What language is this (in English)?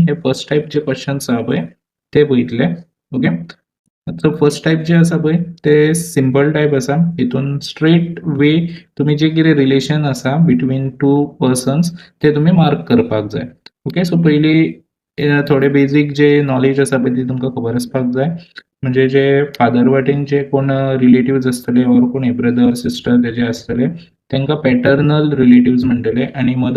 Konkani